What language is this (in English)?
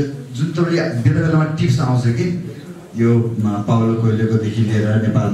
Nepali